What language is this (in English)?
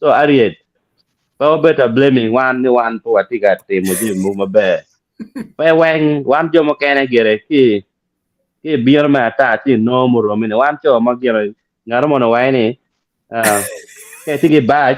Acoli